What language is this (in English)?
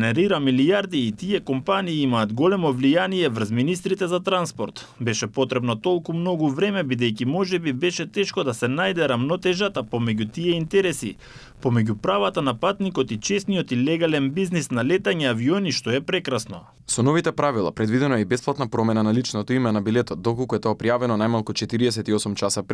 Macedonian